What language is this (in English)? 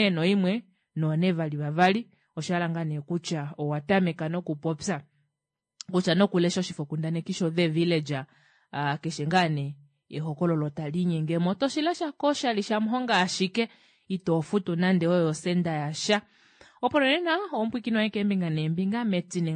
Kuanyama